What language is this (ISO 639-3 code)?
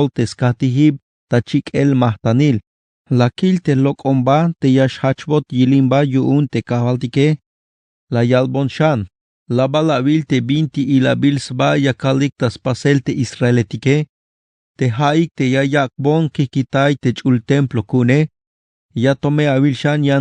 tzh